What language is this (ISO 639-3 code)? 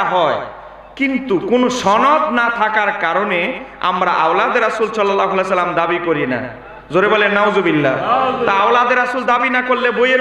ben